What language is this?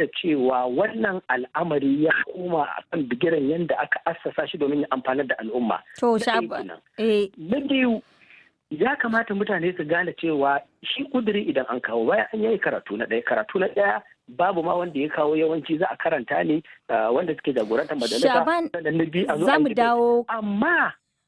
Hausa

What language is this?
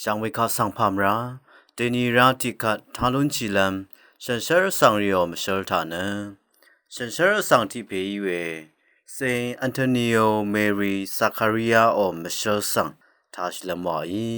Rawang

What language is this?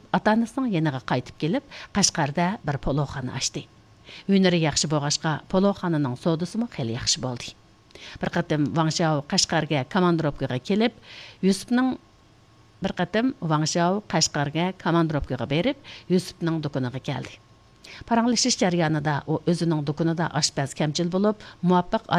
Uyghur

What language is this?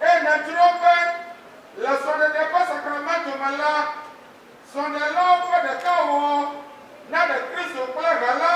Ewe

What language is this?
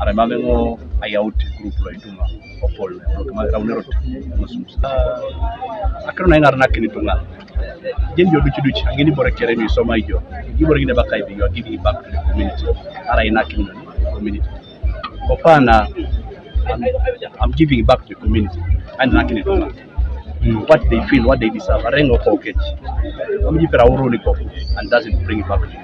Teso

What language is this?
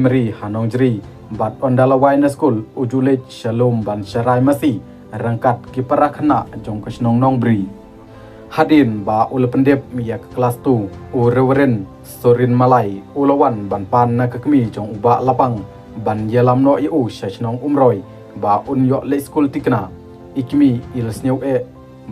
Khasi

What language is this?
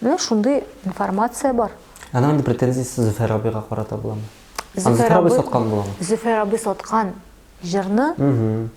Tatar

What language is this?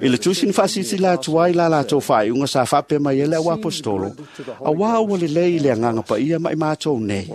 Samoan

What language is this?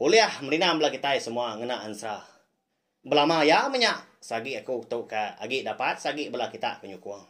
Iban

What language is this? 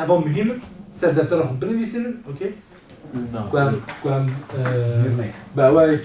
Kurdish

